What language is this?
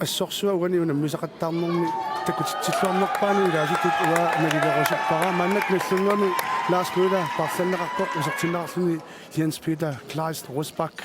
Kalaallisut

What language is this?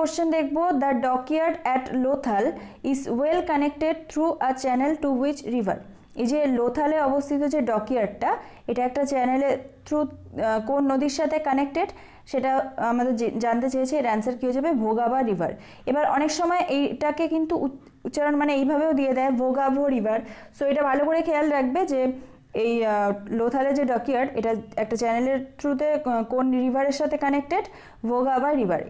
Bangla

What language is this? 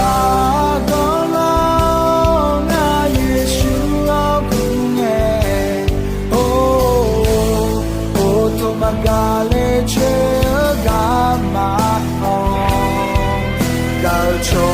Akha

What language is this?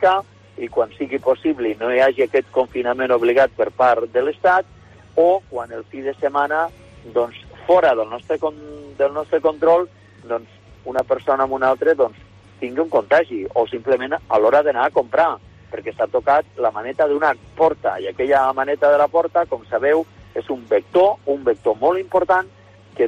Catalan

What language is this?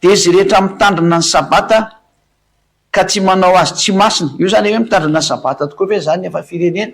Malagasy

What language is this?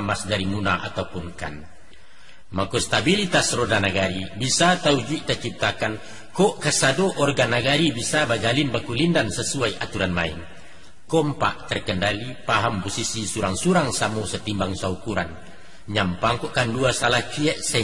Minangkabau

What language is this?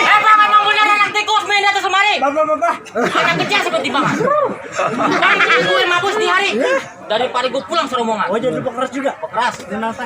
Betawi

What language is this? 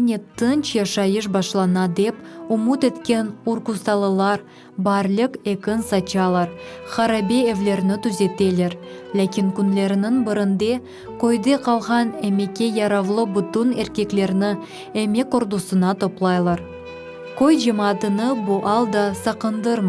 Crimean Tatar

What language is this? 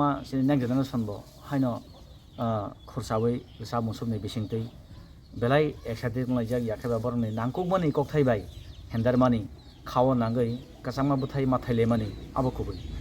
Kok Borok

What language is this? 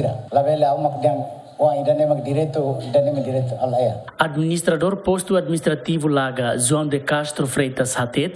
Tetum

